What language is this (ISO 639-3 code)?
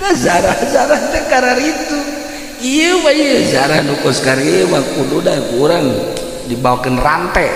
sun